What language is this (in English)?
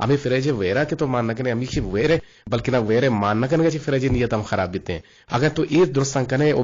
Eastern Balochi